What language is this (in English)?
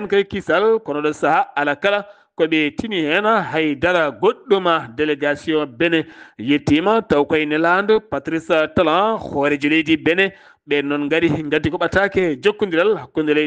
Fula